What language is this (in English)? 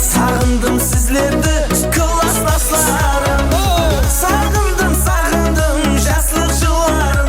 Kara-Kalpak